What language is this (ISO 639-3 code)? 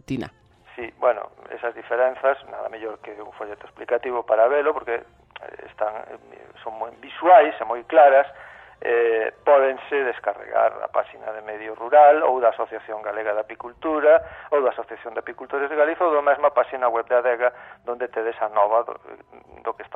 glg